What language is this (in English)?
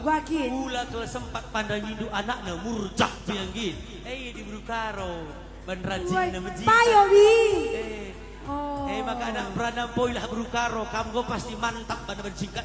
Batak Karo